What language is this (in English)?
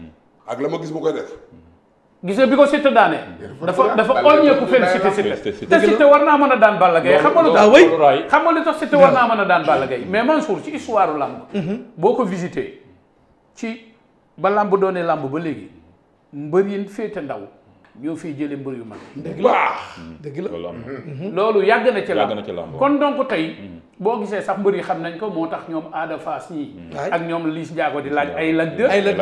Wolof